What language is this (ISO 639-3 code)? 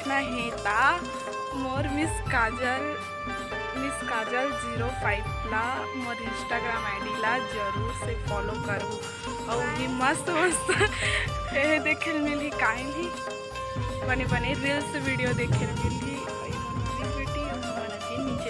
hne